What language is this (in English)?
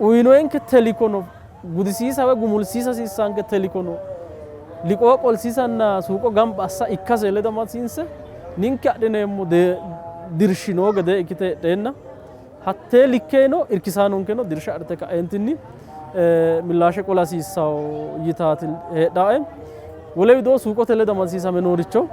Sidamo